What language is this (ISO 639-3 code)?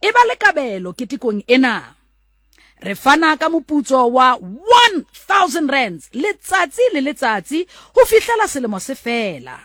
sot